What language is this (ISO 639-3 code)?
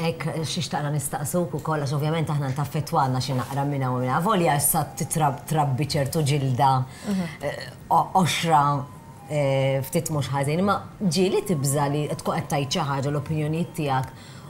mlt